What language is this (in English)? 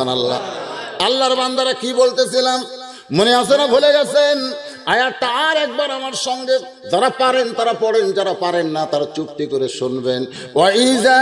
Bangla